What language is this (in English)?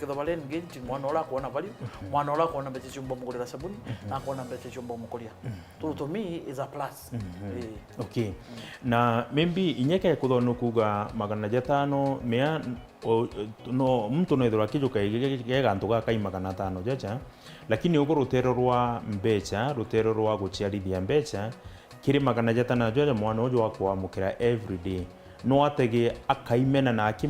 Meru